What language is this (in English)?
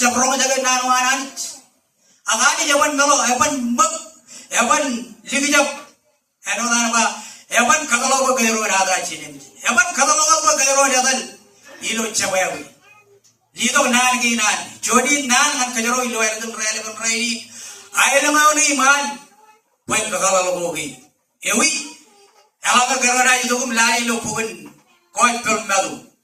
Marshallese